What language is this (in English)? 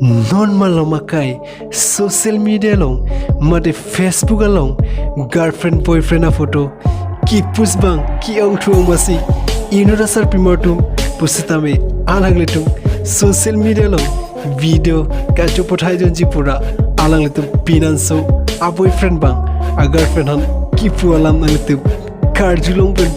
Karbi